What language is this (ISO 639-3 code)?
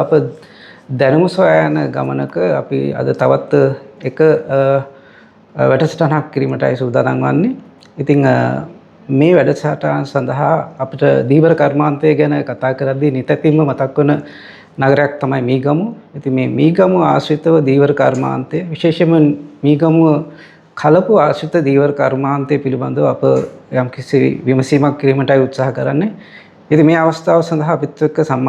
sin